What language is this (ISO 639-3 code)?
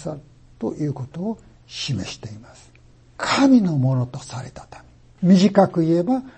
jpn